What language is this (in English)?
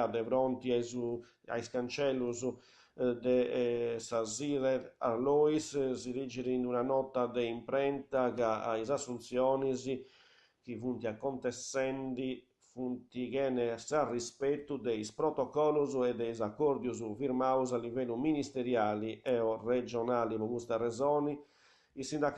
Sardinian